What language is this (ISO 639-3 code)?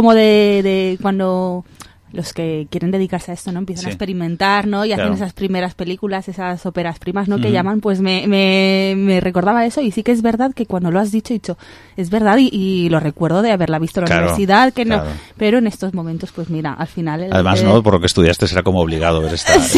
spa